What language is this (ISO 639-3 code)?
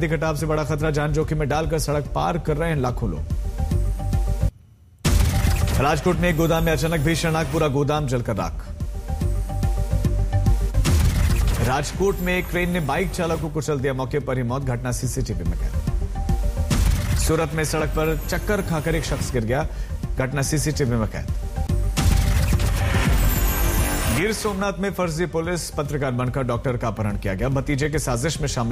hin